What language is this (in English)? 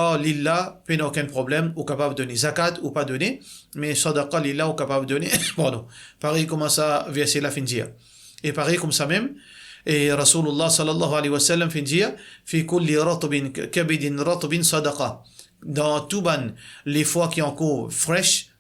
Morisyen